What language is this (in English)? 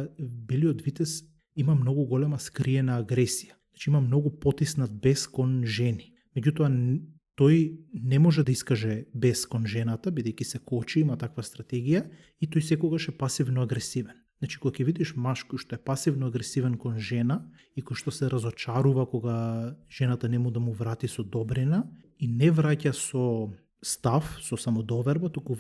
Macedonian